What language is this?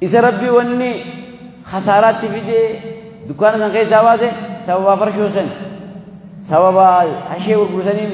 Oromo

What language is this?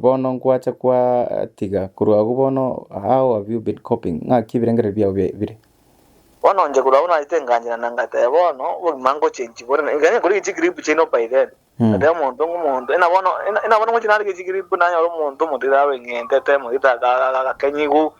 Gusii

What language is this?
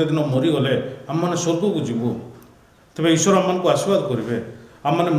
Odia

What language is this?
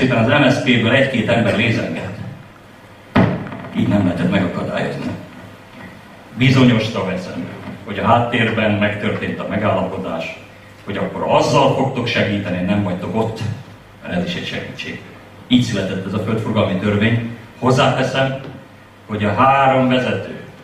Hungarian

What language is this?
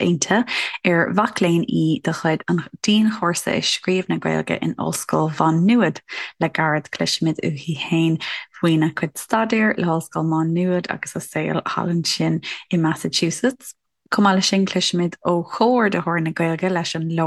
Irish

